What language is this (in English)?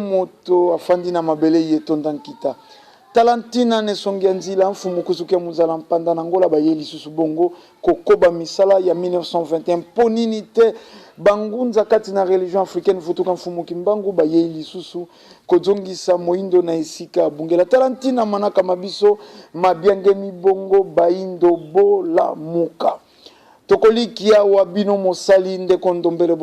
Lingala